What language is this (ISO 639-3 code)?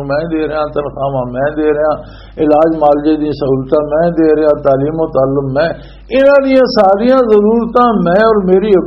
lah